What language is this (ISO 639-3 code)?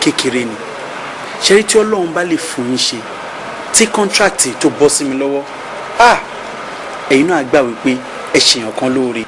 yor